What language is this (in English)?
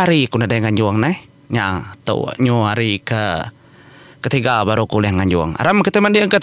Iban